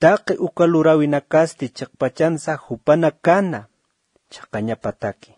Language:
Aymara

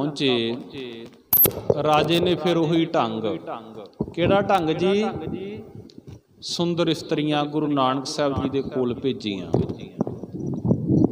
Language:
Punjabi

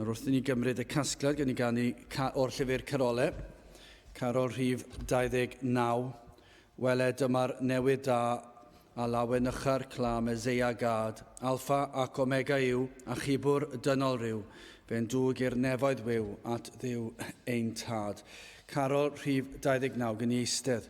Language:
Welsh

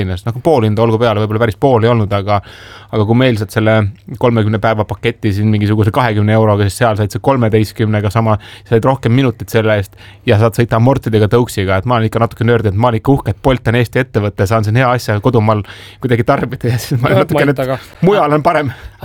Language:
Estonian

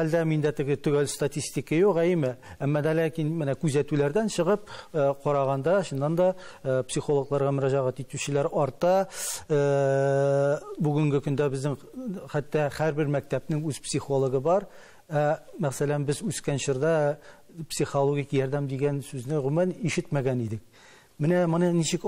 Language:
Tatar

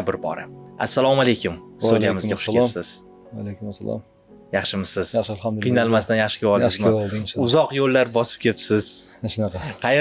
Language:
Uzbek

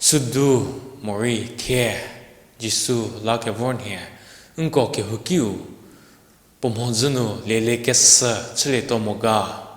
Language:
Angami Naga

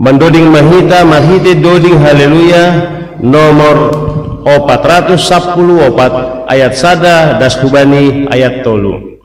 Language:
Batak Simalungun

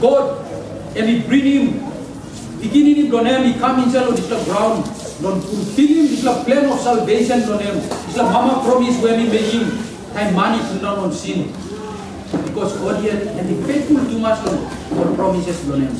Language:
Tok Pisin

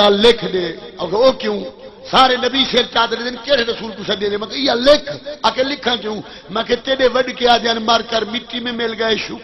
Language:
Saraiki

